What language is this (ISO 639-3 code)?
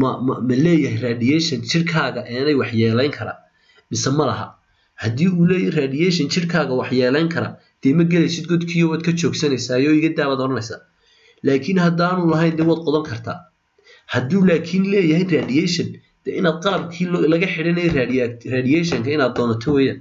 som